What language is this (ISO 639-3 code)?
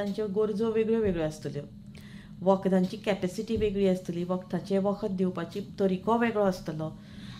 kok